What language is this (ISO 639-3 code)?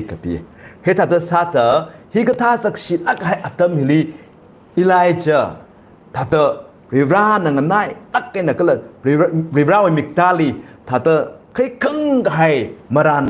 nmf